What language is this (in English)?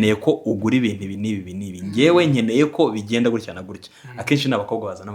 Kinyarwanda